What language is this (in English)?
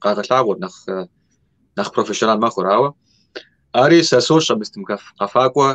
Kabardian